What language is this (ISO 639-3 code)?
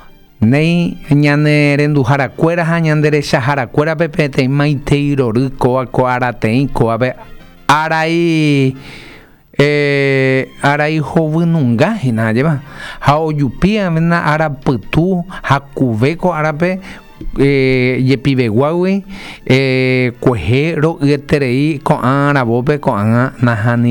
grn